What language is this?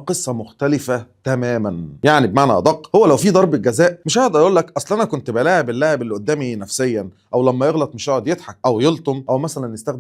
Egyptian Arabic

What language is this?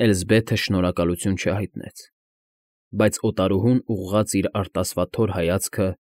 Armenian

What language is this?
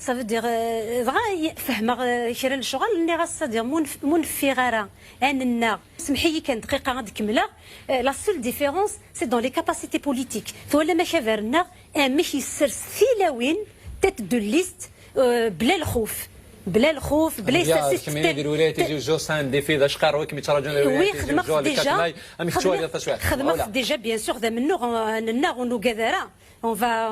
Kabyle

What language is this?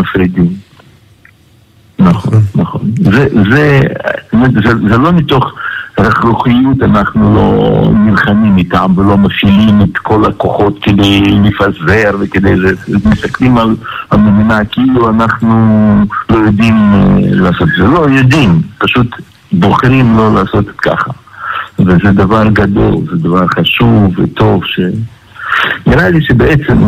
Hebrew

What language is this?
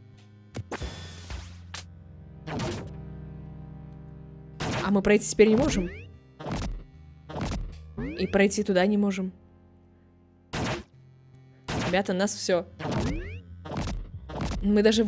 Russian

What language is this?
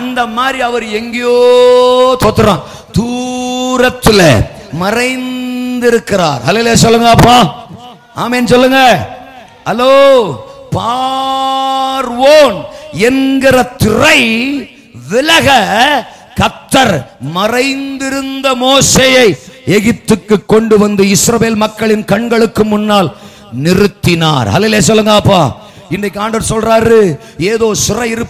Tamil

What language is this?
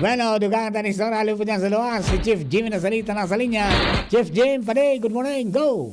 Bikol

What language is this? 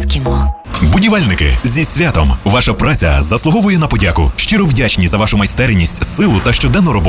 Ukrainian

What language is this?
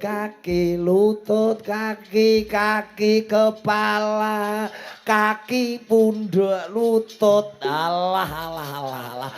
Javanese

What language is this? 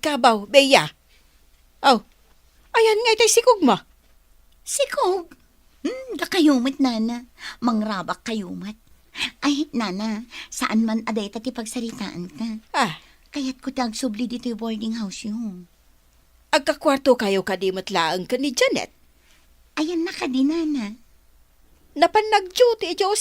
Iloko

